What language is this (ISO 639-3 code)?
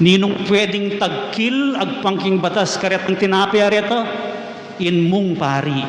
pam